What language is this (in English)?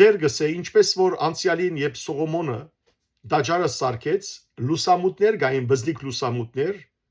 Western Armenian